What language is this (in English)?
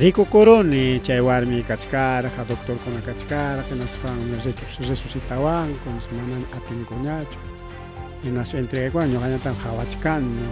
Ayacucho Quechua